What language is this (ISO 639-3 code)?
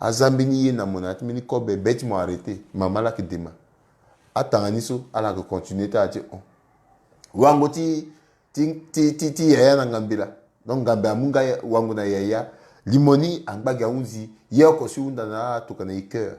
sag